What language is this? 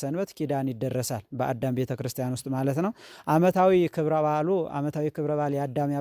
Amharic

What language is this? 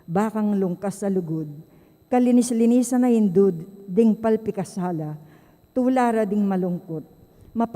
Pampanga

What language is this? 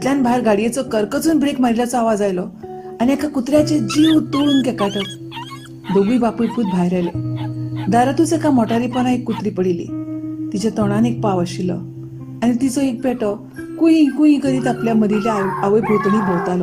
Konkani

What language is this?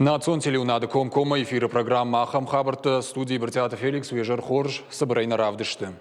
Ossetic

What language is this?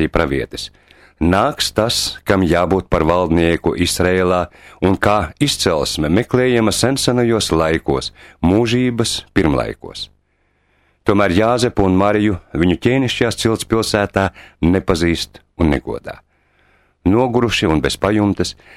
Latvian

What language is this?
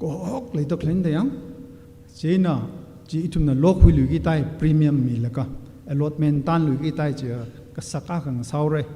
Tangkhul Naga (India)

